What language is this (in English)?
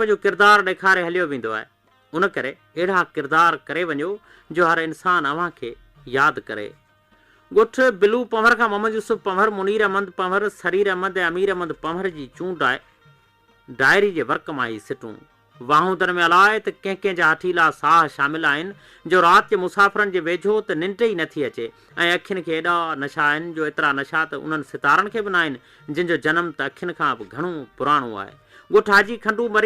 Sindhi